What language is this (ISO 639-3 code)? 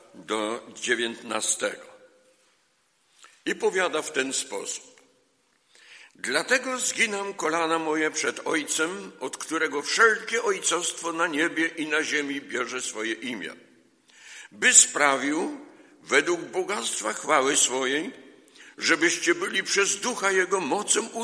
pol